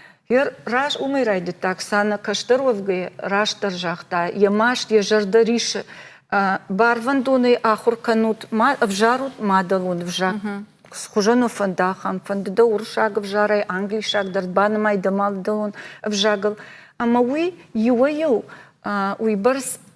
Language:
Ossetic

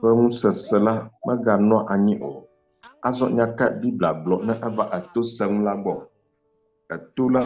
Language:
Ewe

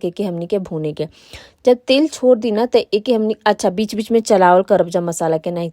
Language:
Bhojpuri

